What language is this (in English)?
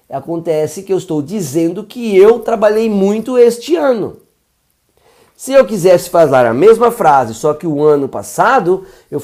Portuguese